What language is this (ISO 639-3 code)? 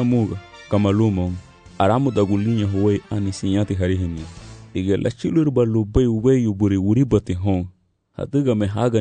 cab